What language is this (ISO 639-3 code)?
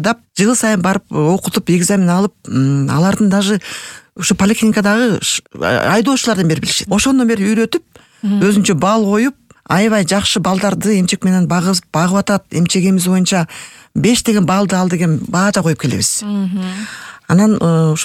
kir